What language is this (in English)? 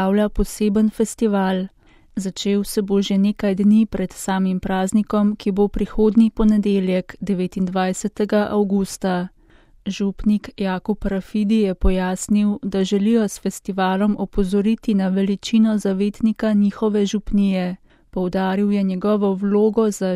Slovenian